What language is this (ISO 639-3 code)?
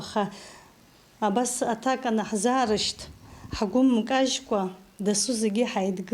abk